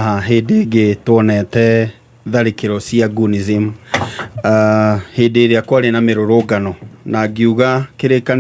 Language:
Kikuyu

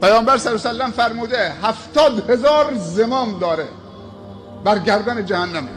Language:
Persian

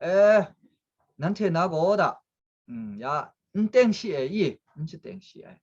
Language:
Kachin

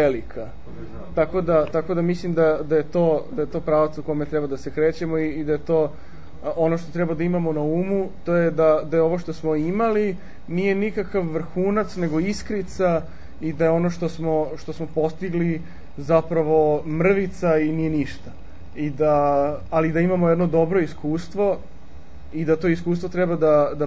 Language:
Serbian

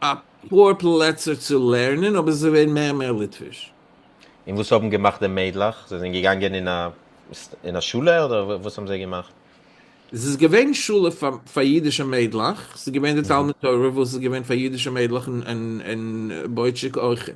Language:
Yiddish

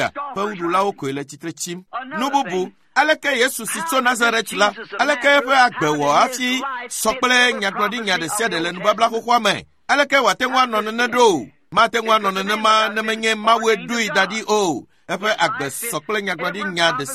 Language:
Ewe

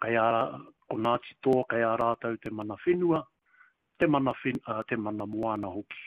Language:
Māori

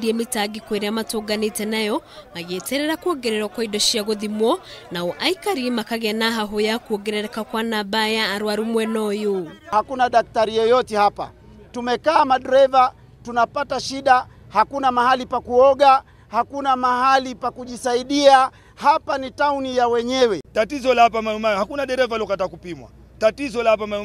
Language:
Kikuyu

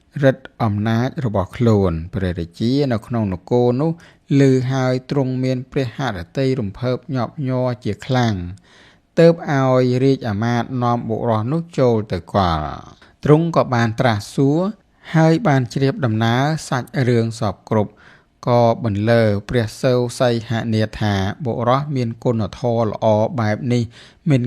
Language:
Khmer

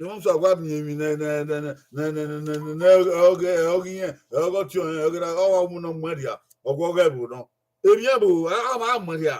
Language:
Bini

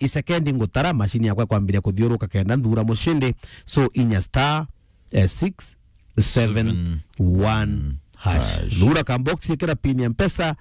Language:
Meru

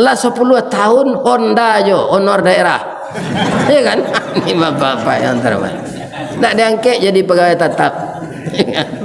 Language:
Minangkabau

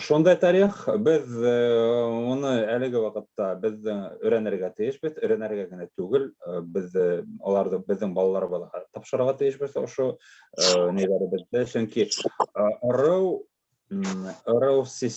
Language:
Bashkir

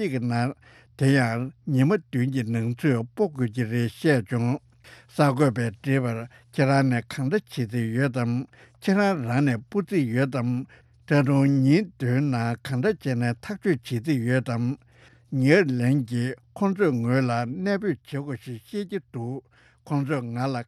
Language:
Tibetan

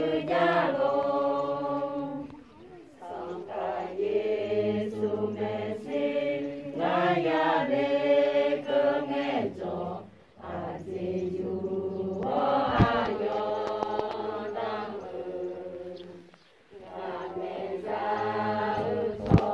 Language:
Akha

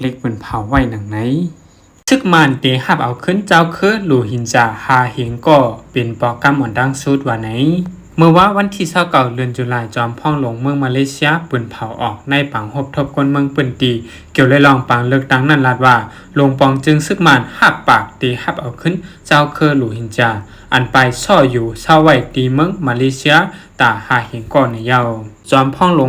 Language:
Shan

